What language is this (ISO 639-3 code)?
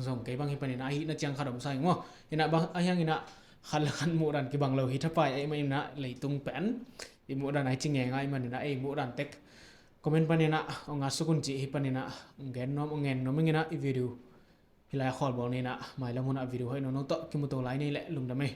ctd